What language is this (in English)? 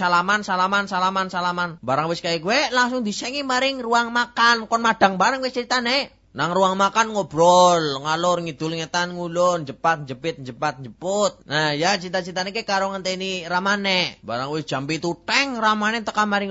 Javanese